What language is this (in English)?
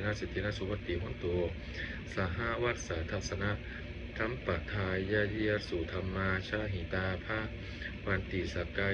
Pali